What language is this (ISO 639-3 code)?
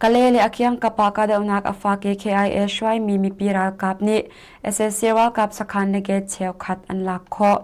cnh